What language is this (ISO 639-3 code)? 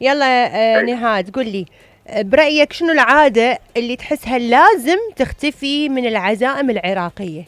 acm